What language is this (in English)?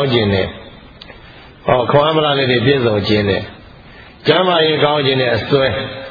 Burmese